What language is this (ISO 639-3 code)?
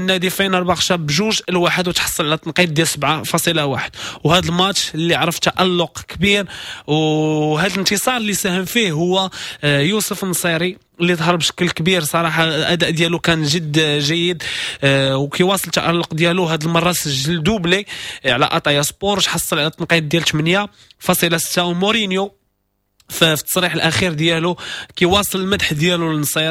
ary